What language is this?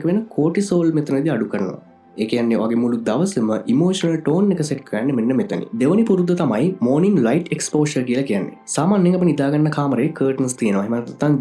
Sinhala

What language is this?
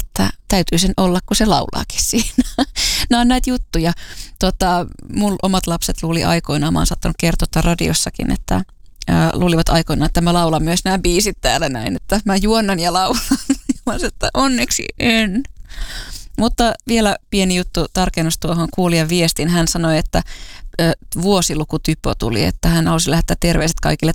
Finnish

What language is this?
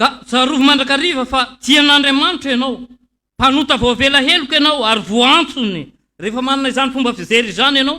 Malagasy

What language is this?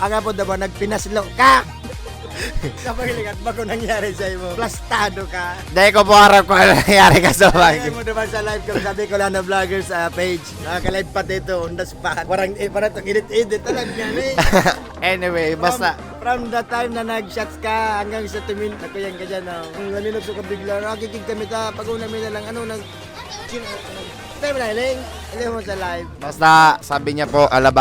Bikol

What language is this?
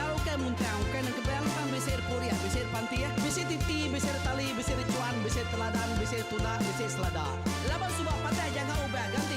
Iban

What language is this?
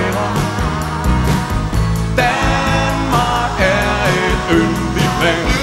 Danish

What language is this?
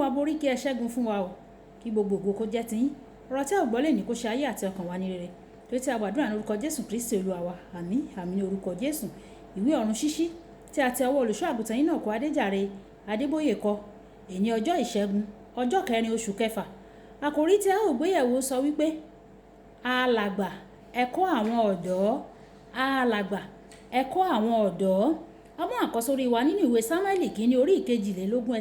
Yoruba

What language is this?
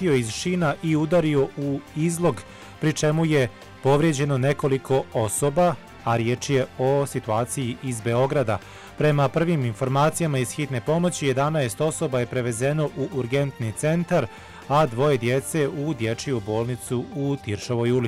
Bosnian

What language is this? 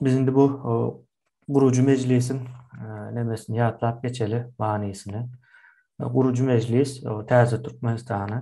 Turkmen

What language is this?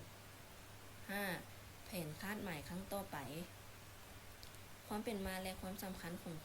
Lao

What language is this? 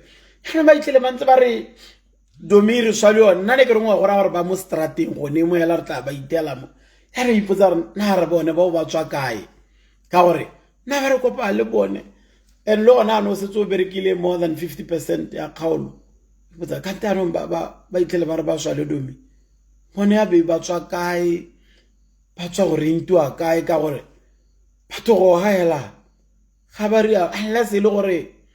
Tswana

